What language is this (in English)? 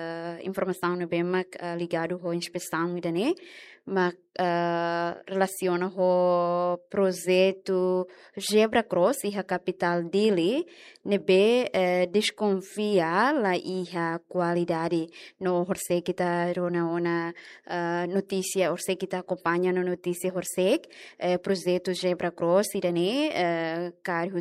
Tetum